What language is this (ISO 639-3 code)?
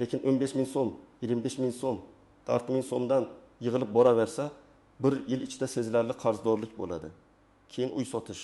uzb